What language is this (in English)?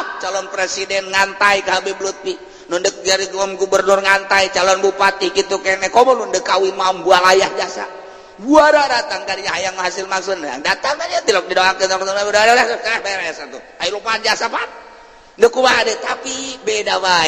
Sundanese